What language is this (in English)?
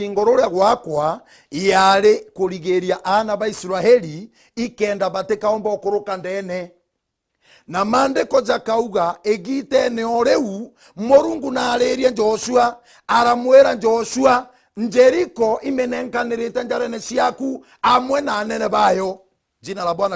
Meru